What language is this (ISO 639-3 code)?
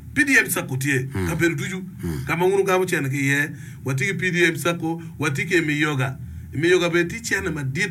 ach